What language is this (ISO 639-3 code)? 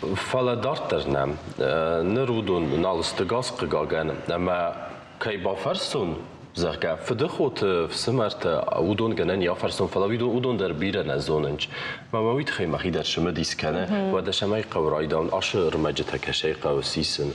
oss